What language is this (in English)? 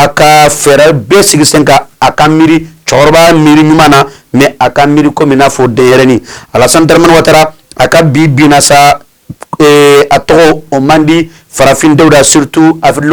Bambara